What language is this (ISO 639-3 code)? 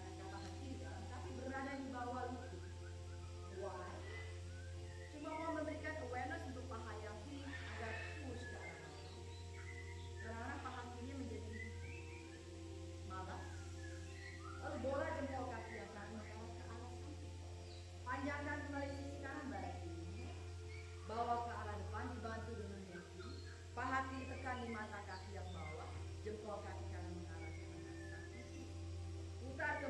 ind